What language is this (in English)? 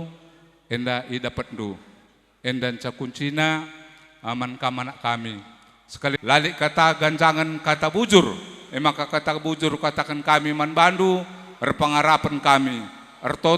Batak Karo